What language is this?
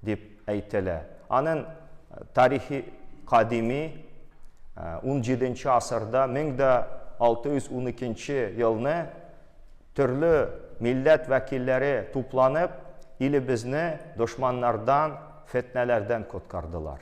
Tatar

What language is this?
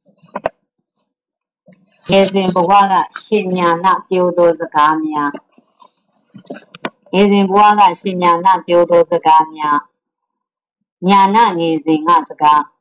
Burmese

